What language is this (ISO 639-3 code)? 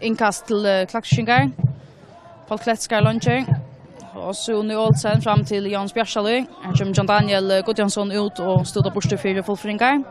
fao